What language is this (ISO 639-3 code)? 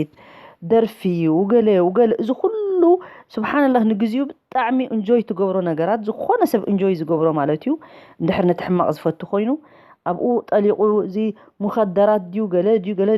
tir